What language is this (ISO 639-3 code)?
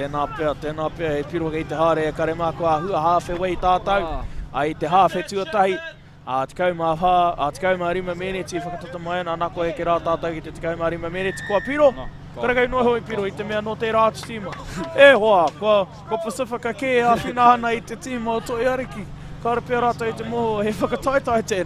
mri